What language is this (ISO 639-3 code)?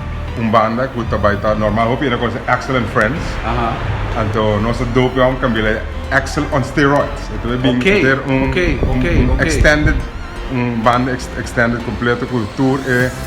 pap